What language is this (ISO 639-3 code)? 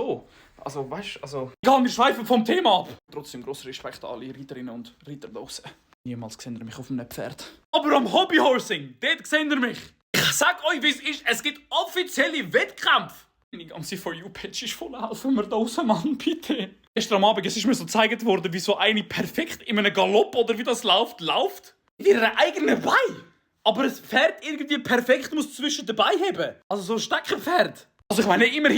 gsw